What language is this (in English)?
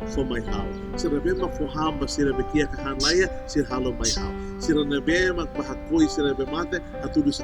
Tetum